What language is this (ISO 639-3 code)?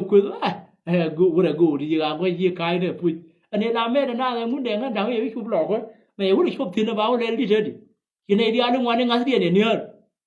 nus